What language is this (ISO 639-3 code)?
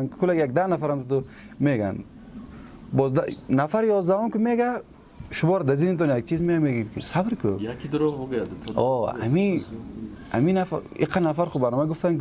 fas